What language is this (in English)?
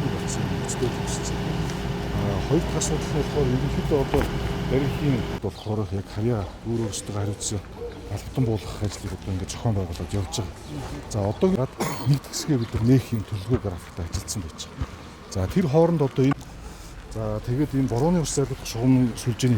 Mongolian